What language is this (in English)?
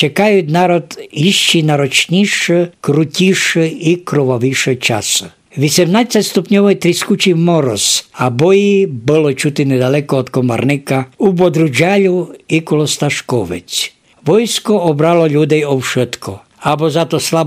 Rusyn